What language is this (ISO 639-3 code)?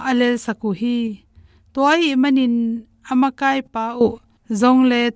ctd